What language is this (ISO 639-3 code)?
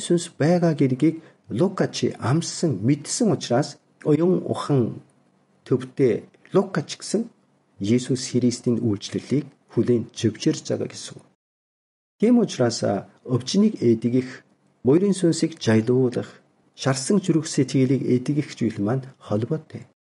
mon